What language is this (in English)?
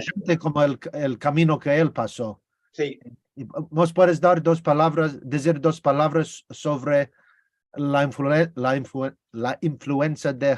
Ladino